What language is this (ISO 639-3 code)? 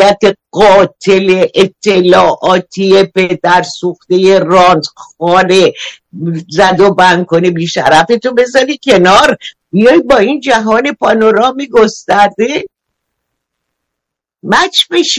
fas